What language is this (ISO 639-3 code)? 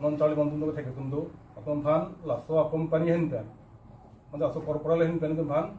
mjw